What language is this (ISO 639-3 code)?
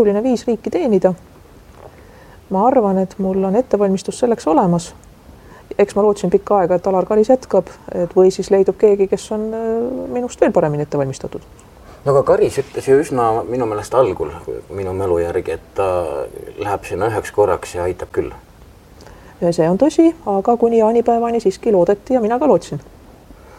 est